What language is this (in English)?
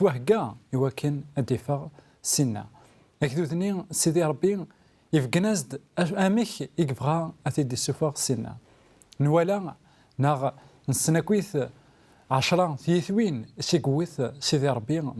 Kabyle